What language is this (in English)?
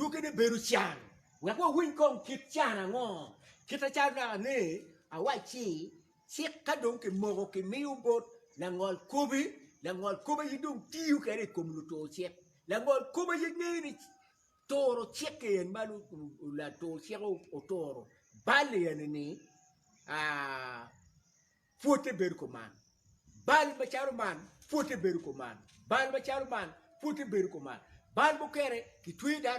Acoli